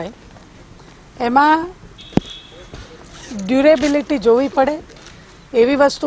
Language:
Gujarati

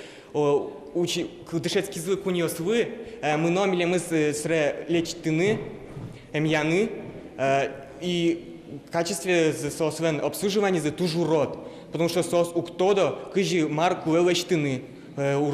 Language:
Udmurt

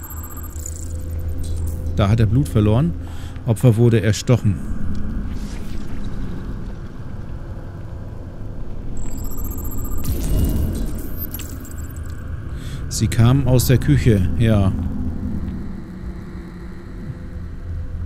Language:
German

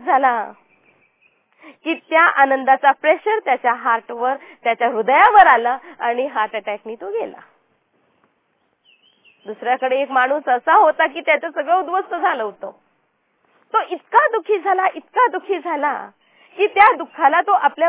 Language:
Marathi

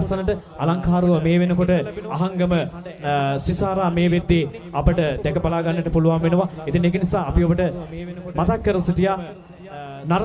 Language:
Sinhala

